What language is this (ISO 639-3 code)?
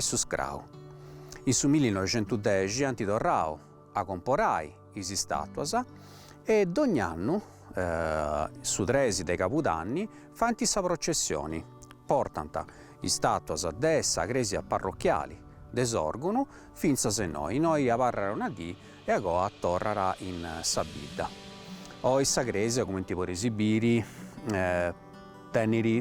srd